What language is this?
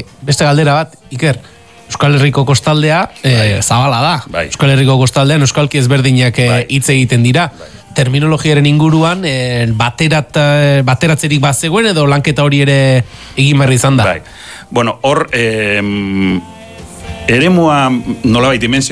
Basque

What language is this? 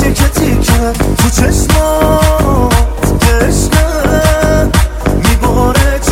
Persian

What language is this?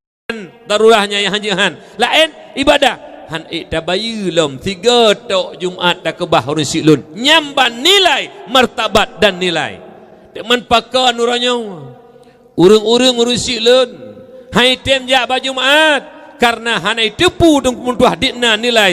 Achinese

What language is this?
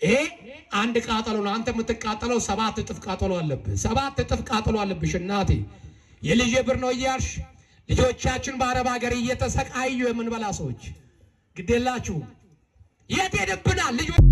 Amharic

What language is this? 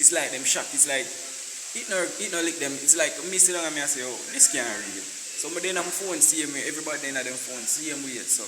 Jamaican Creole English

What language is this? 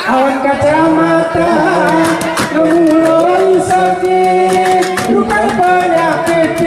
Gayo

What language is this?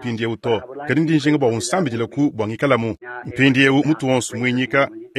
Luba-Lulua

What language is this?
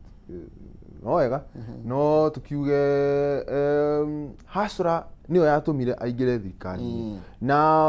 Kikuyu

